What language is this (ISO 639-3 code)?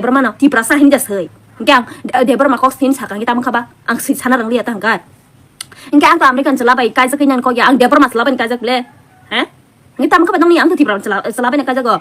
trp